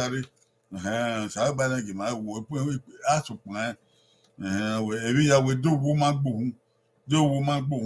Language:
Bini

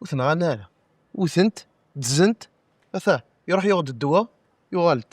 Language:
Kabyle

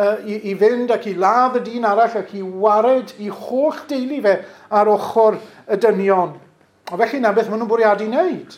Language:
Welsh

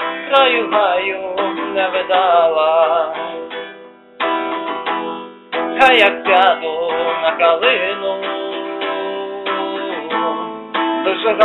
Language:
Ukrainian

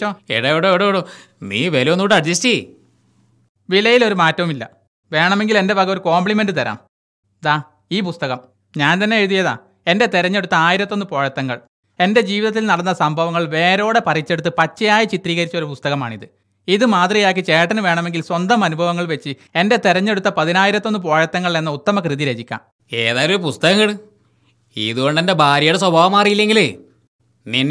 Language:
Malayalam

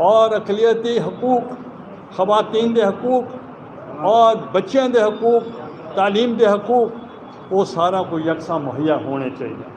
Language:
Saraiki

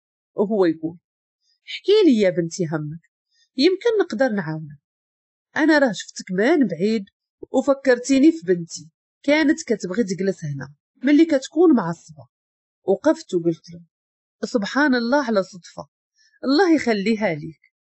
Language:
Moroccan Arabic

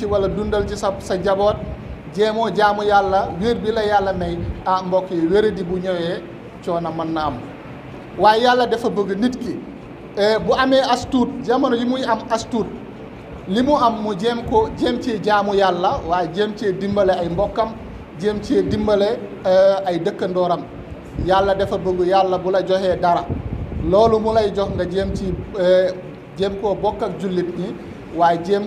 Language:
Wolof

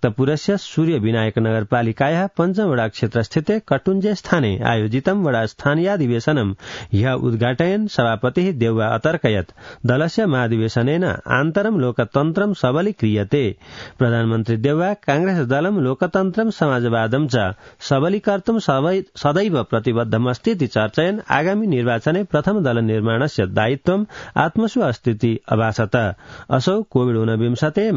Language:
Sanskrit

